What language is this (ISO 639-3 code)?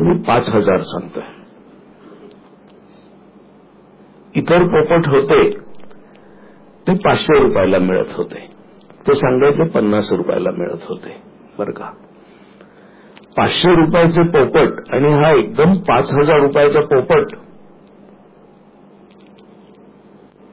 mar